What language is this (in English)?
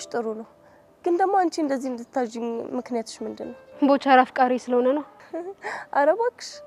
Amharic